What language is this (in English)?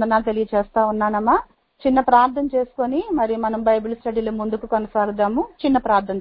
Telugu